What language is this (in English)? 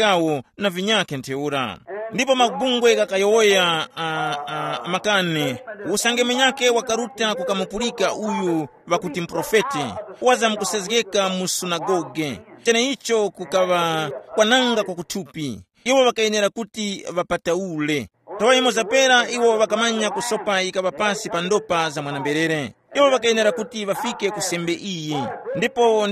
Tumbuka